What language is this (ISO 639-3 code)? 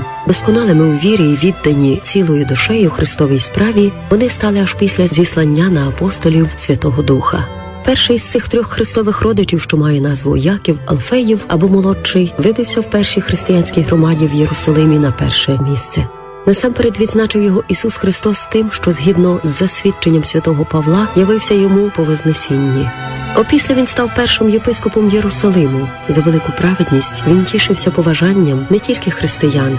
ukr